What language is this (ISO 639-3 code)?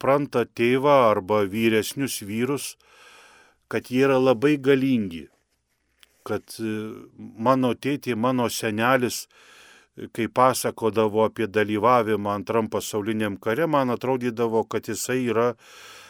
lit